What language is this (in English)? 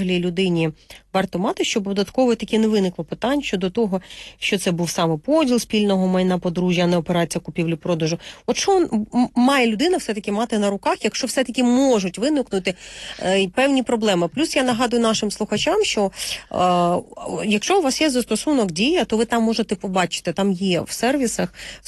Ukrainian